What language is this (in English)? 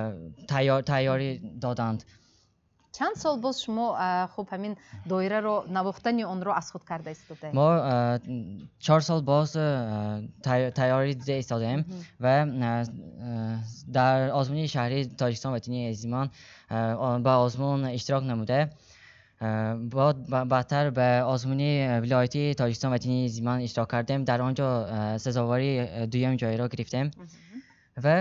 Tajik